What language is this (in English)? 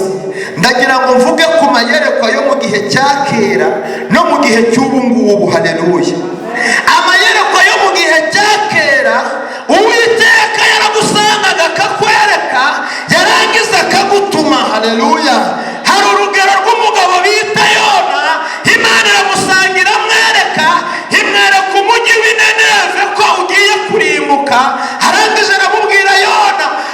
Kinyarwanda